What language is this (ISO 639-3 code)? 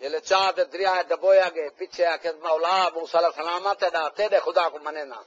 skr